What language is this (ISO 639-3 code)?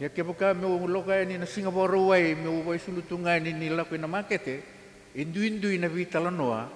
fij